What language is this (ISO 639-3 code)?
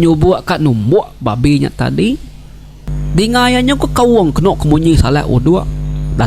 iba